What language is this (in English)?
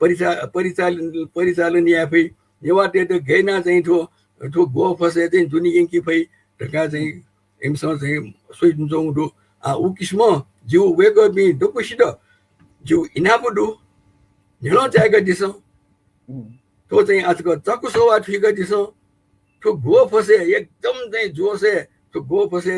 Newari